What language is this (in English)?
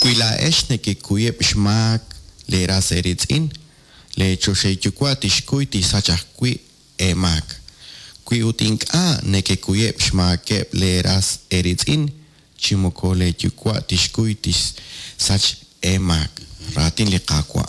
Kekchí